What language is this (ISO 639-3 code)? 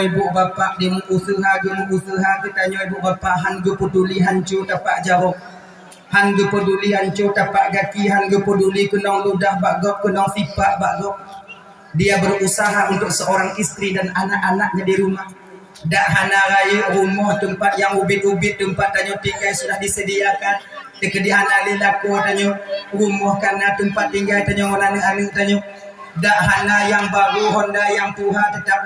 ace